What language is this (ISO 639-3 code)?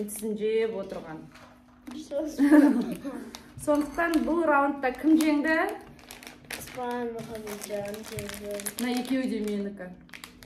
kaz